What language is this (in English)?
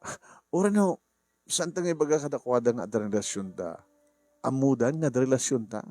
Iloko